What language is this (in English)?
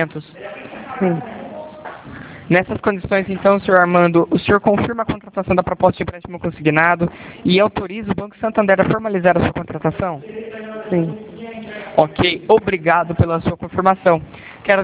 Portuguese